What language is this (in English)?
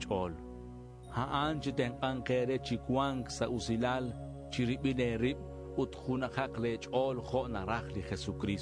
Kekchí